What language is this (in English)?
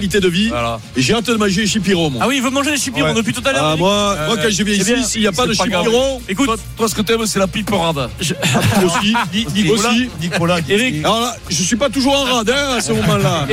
French